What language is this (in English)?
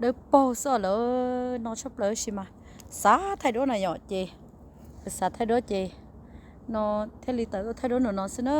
Hmong